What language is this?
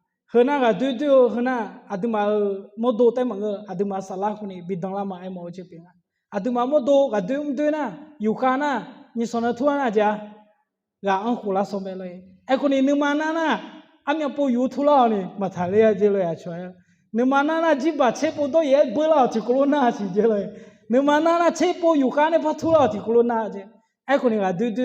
Akha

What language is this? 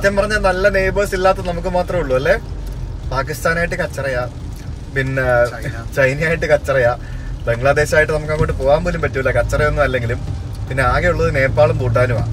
Malayalam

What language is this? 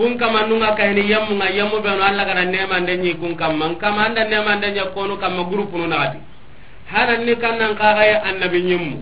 Soninke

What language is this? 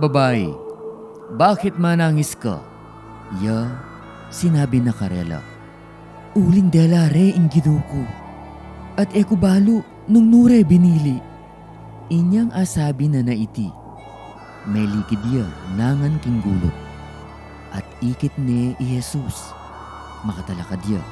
Pampanga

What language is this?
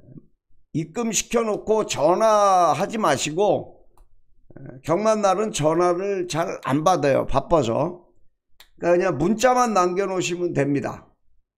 Korean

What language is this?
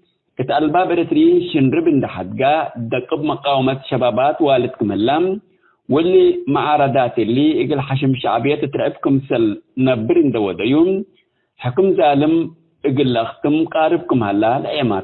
Tigre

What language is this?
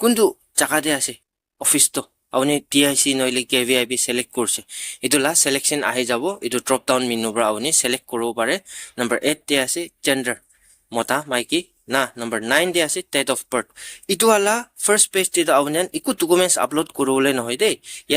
Naga Pidgin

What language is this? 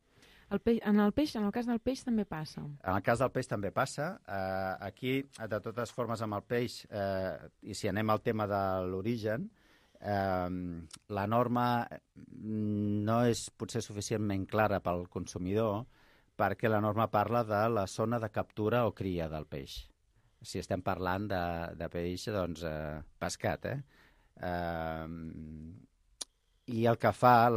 Catalan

